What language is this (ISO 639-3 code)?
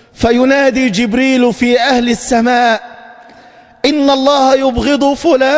ara